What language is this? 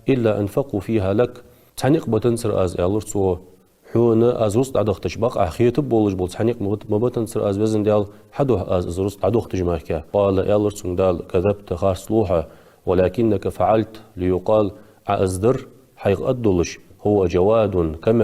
Ingush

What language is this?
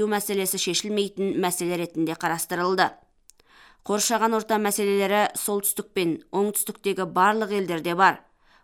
Kazakh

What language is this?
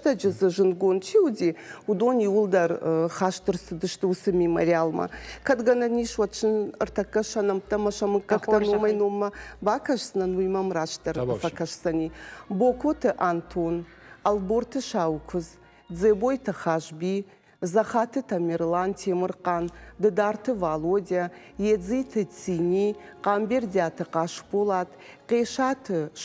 Ossetic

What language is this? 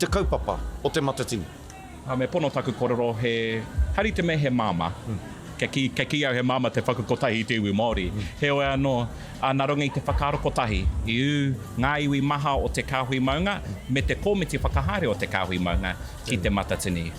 Māori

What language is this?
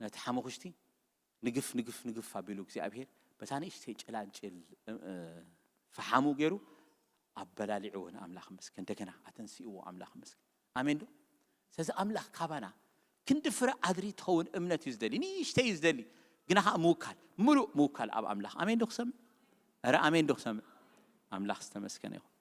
Tigrinya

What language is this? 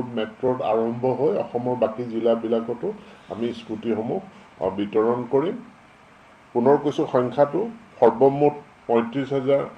Assamese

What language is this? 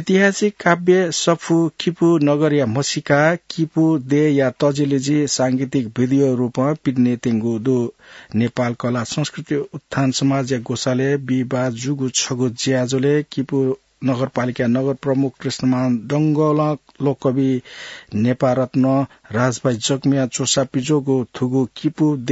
Newari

